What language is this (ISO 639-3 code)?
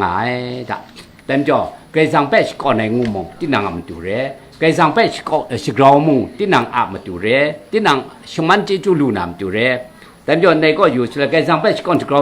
kac